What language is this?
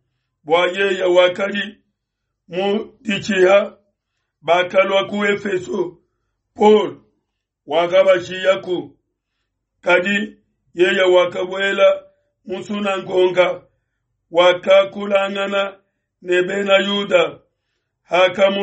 Luba-Lulua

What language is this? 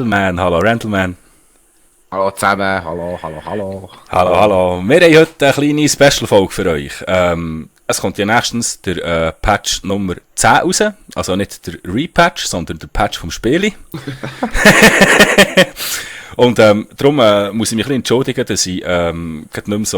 Swiss German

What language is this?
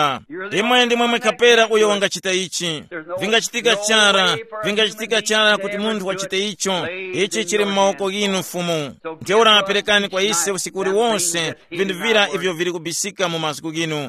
Tumbuka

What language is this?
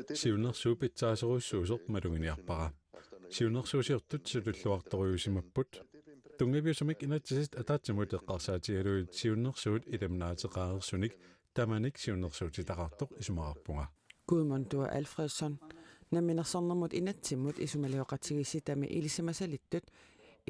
Kalaallisut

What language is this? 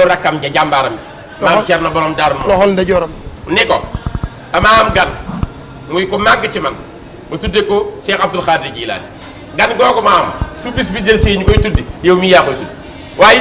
Wolof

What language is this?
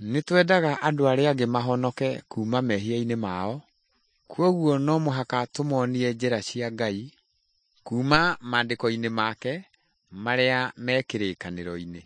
Kikuyu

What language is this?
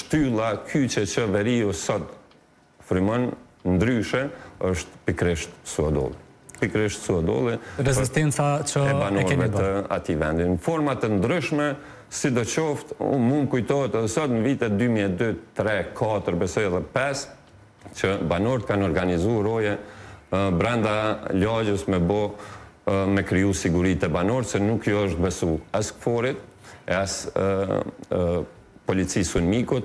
Albanian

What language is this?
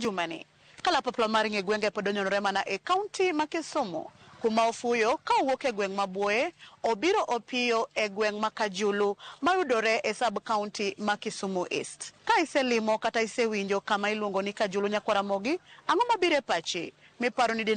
Luo (Kenya and Tanzania)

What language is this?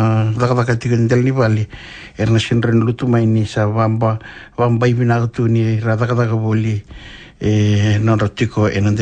Fijian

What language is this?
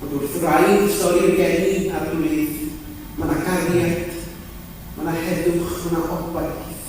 Welsh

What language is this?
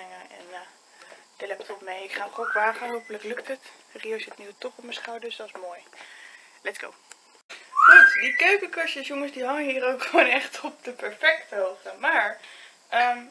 Dutch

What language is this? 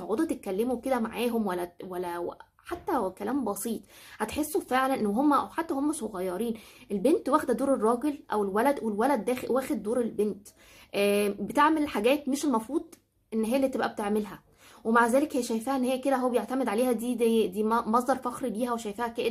Egyptian Arabic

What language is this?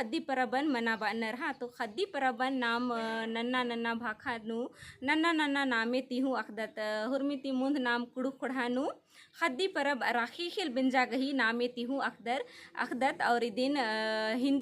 Kurukh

